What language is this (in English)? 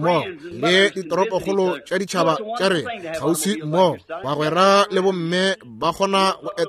Northern Sotho